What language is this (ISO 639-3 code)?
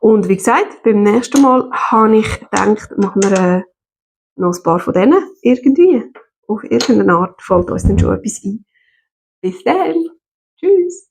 gsw